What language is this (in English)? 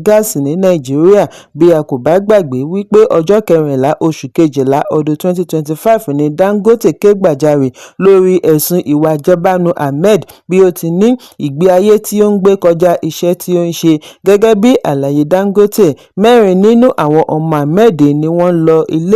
Yoruba